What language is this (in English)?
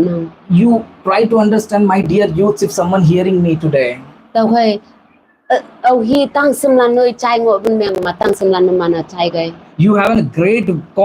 Konyak Naga